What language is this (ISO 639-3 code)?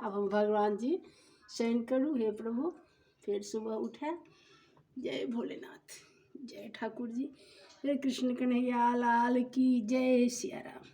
mai